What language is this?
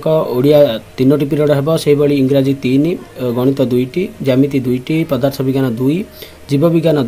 Odia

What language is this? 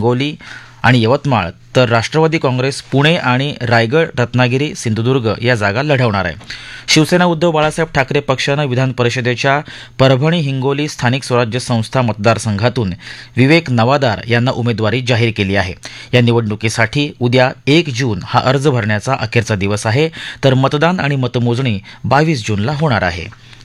Marathi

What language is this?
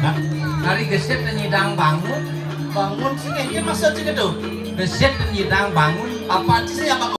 Balinese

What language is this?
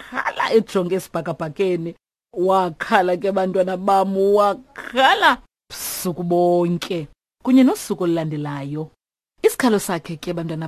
Xhosa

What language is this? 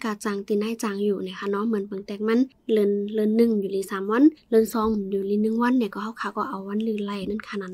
Shan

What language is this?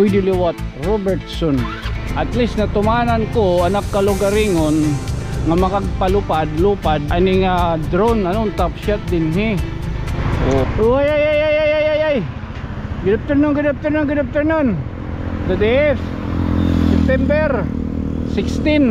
Waray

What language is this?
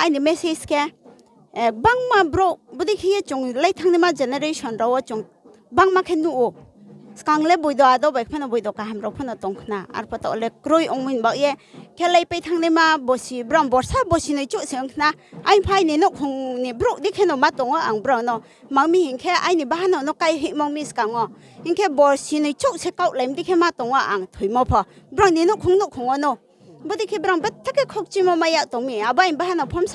Riang (India)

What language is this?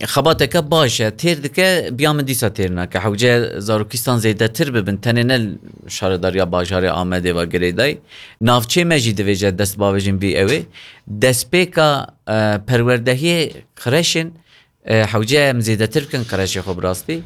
Kurdish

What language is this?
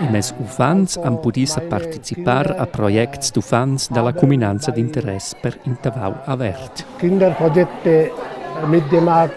Romansh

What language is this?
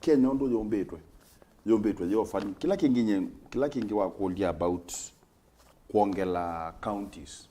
Kamba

